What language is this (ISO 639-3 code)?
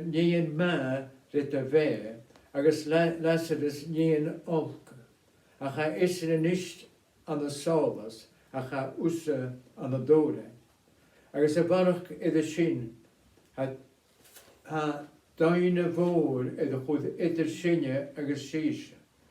gla